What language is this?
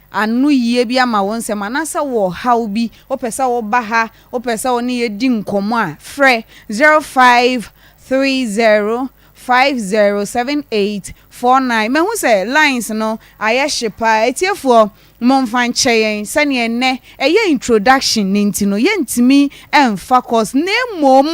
Akan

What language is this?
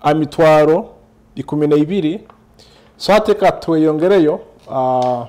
Nyoro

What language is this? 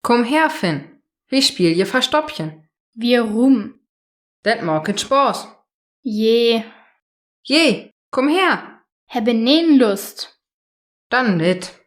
Saterland Frisian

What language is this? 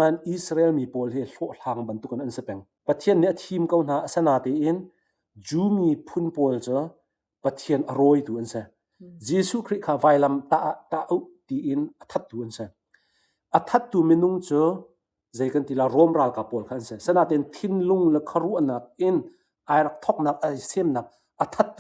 Hakha Chin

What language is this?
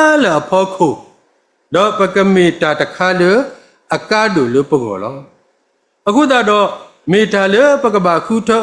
S'gaw Karen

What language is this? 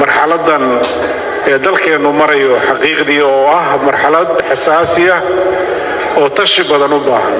Somali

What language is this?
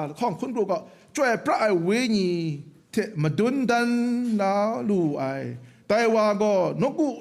Kachin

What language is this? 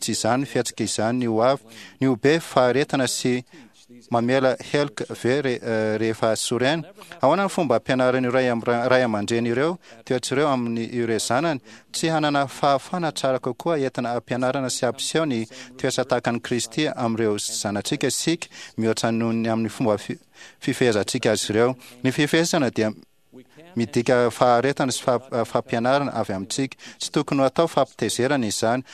Malagasy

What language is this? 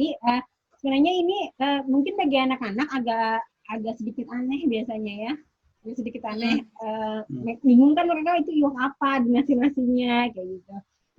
Banjar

